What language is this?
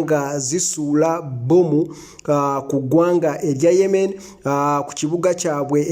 Ganda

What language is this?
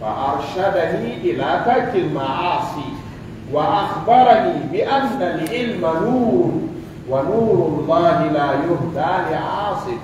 Fula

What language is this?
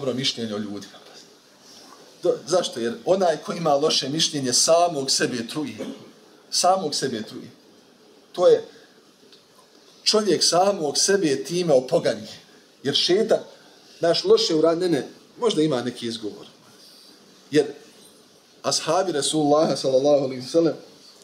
Bosnian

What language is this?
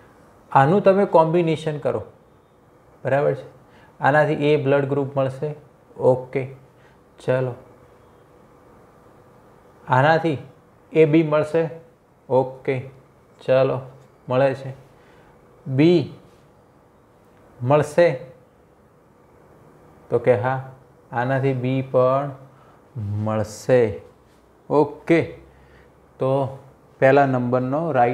Gujarati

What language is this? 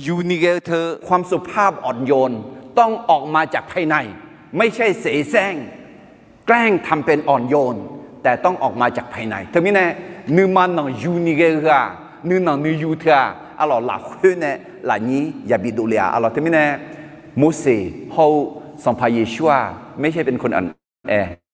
Akha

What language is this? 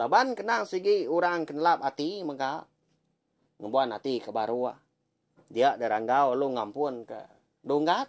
Iban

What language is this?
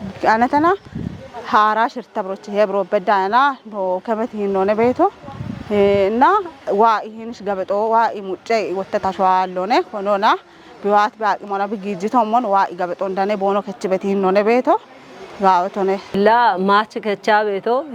Kafa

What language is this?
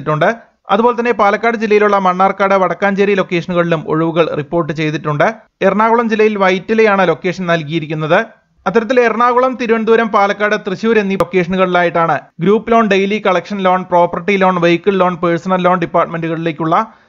Malayalam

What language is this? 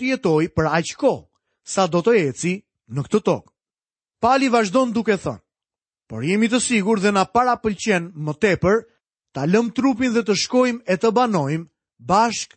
Albanian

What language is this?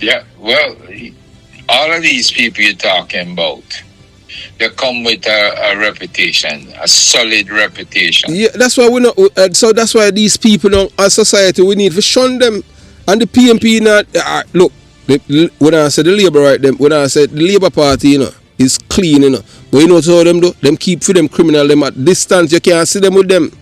Jamaican Creole English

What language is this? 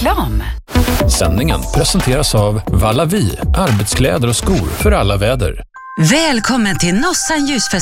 Swedish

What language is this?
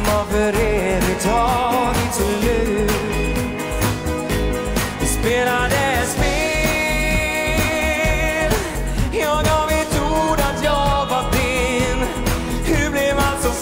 Swedish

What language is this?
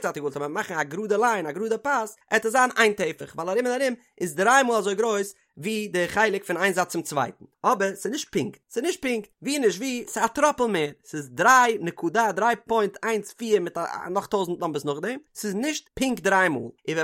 Yiddish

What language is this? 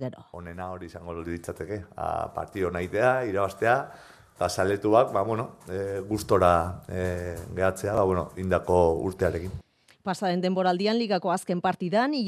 Basque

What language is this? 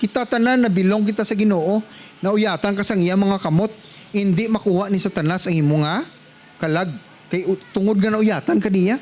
Hiligaynon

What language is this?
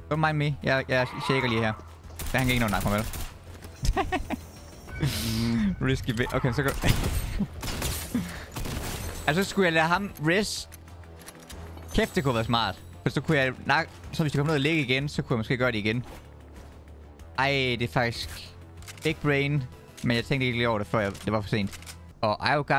Danish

